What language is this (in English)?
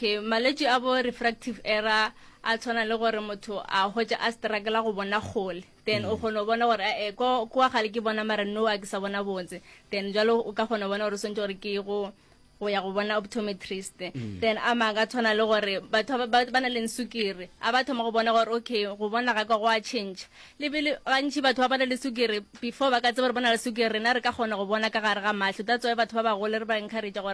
Northern Sotho